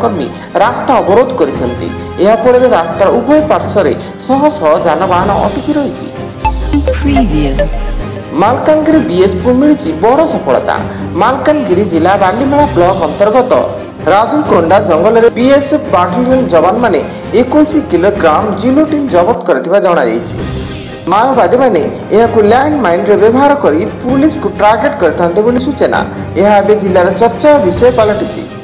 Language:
Odia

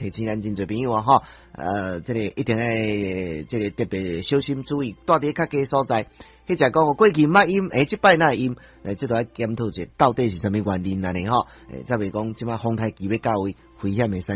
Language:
Min Nan Chinese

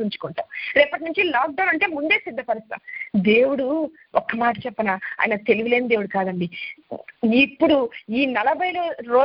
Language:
Telugu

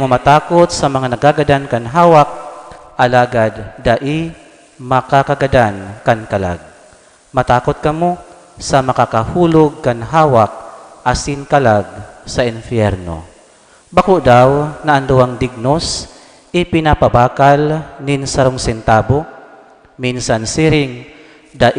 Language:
Bikol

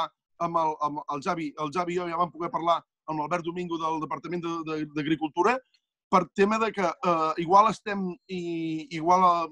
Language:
Catalan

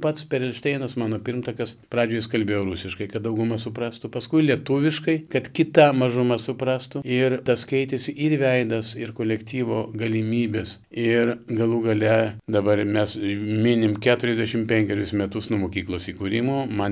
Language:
Lithuanian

